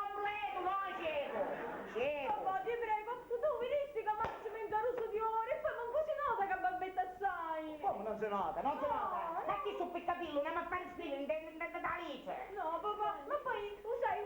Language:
Sicilian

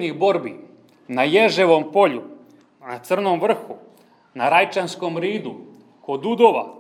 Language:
Serbian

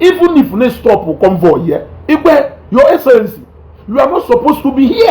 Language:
Igbo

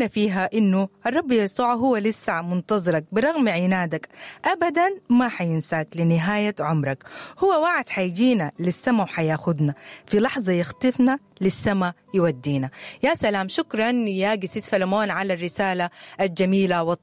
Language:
Sudanese Arabic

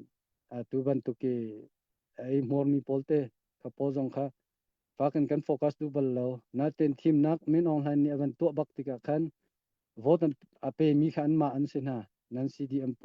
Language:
Hakha Chin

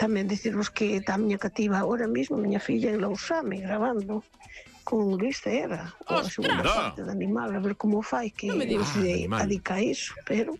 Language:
Galician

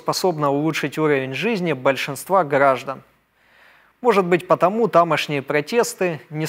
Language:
Russian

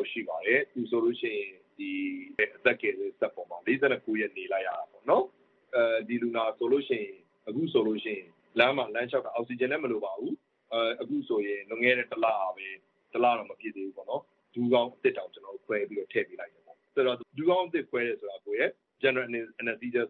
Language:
Burmese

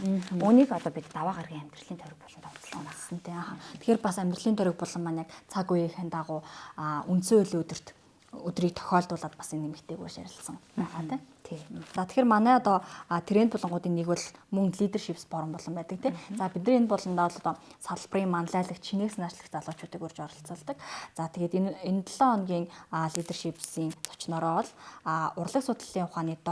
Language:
Mongolian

